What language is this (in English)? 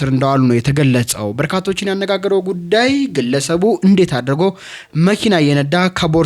Amharic